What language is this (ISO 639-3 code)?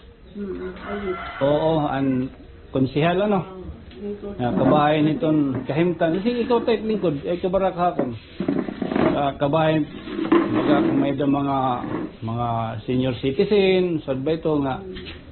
war